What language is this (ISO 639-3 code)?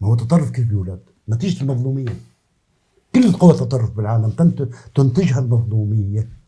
apc